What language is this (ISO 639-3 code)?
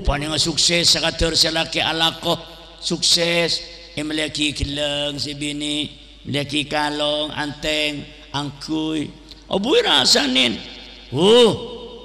mad